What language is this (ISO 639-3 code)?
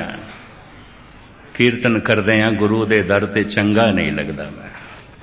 pan